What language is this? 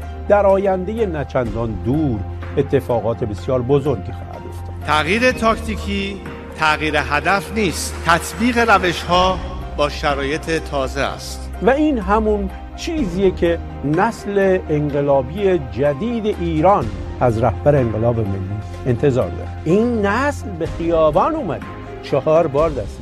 Persian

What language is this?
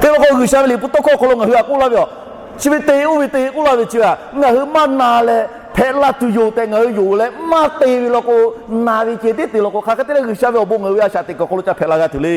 Lahu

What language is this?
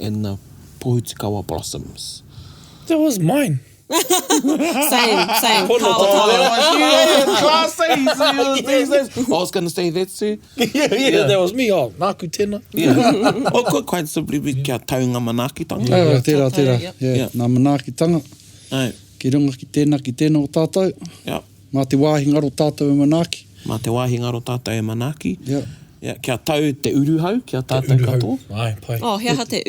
Māori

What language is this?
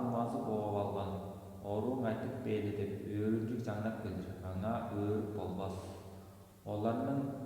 Tuvinian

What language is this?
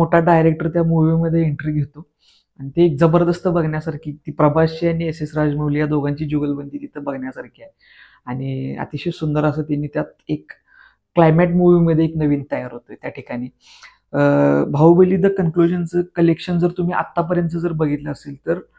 Marathi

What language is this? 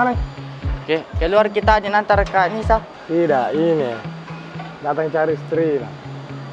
Makassar Malay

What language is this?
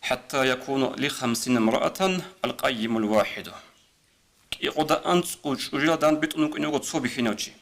Avaric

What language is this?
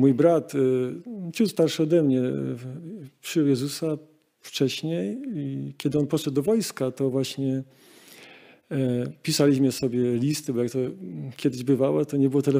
Polish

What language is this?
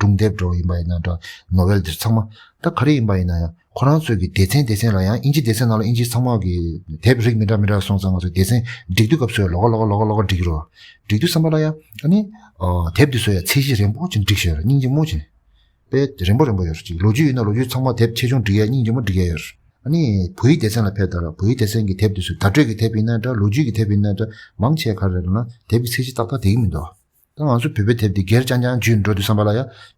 Tibetan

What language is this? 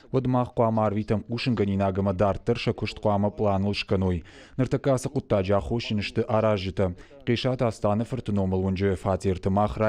Ossetic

